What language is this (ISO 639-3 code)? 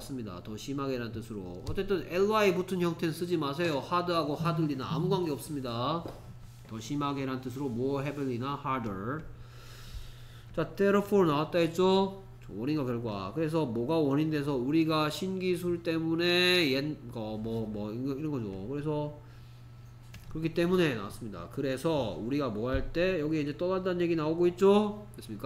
kor